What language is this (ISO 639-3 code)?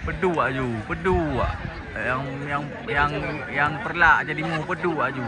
ace